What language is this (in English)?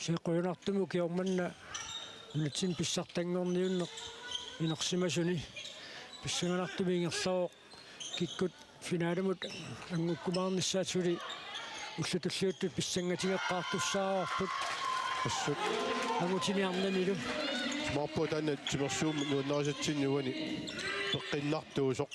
Kalaallisut